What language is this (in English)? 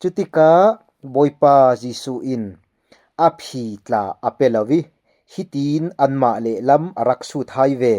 Falam Chin